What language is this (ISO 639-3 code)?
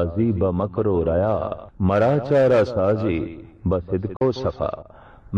pan